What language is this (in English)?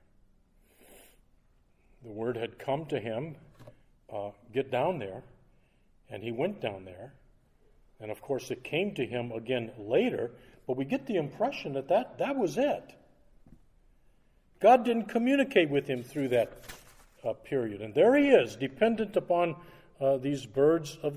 English